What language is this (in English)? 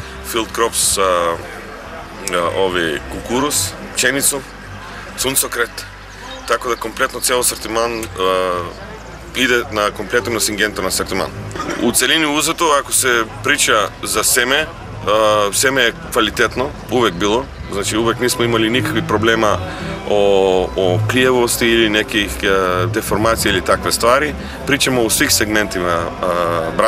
Serbian